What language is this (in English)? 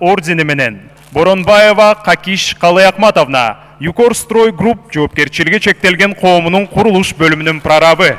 Kyrgyz